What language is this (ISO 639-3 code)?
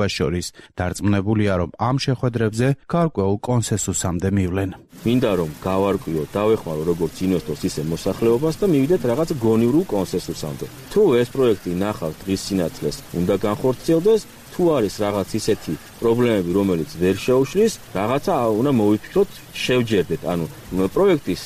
kat